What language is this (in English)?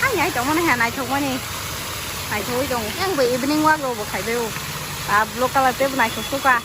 Kok Borok